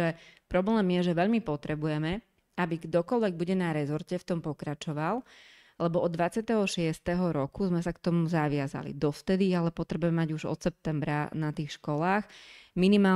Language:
Slovak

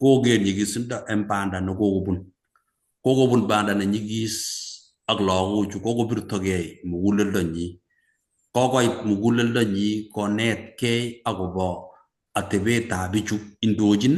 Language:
Kalenjin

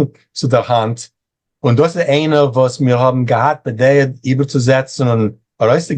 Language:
Yiddish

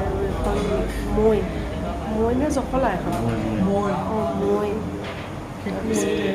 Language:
Assamese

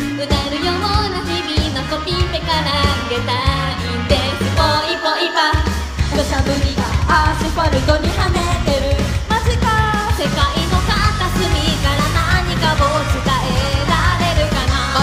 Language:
Japanese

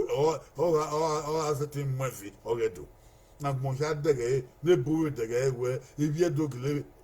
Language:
Bini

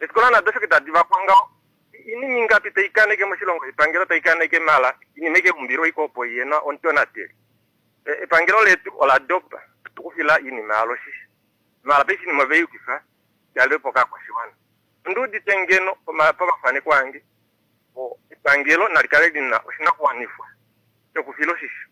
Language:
Kuanyama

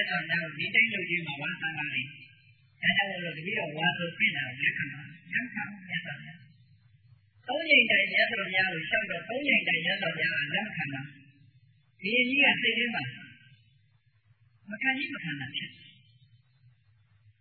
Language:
Burmese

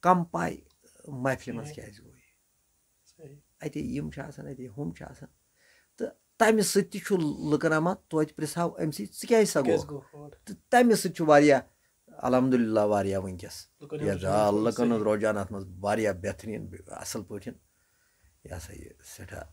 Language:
Kashmiri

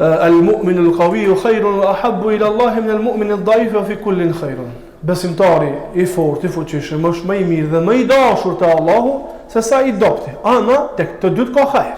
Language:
Albanian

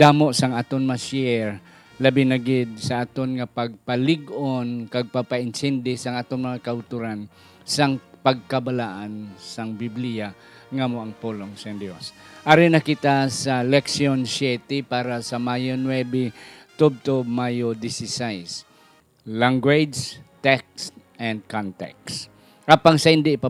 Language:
Hiligaynon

